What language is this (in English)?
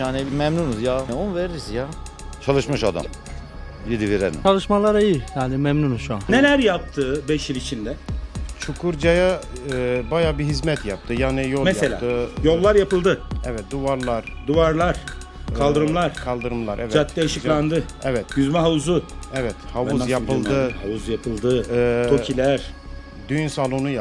Turkish